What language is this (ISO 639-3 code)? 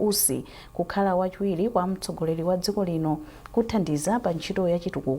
nya